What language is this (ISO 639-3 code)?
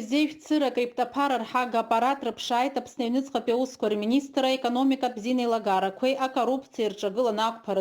abk